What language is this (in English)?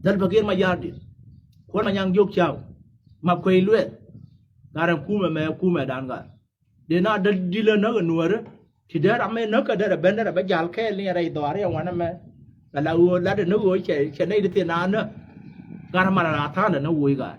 Nuer